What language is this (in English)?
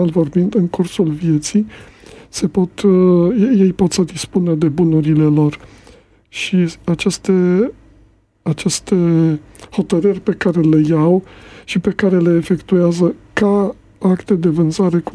Romanian